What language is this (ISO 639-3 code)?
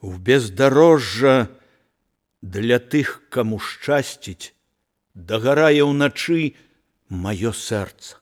bel